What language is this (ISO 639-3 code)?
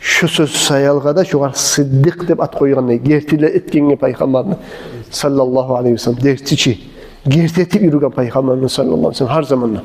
kum